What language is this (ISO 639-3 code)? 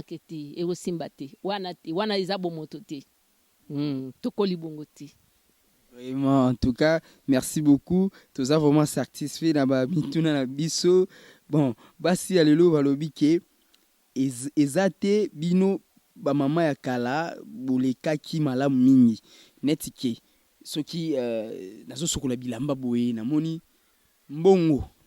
lin